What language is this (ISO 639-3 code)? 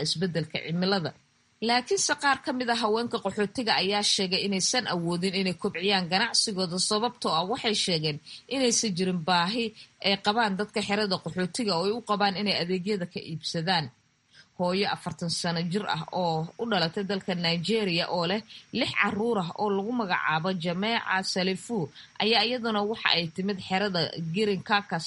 som